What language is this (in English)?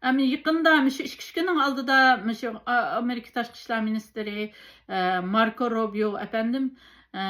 Uyghur